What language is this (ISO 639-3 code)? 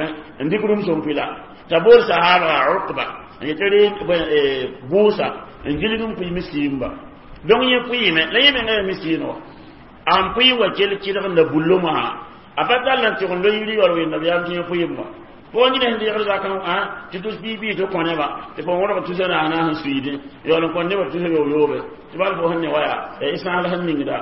mos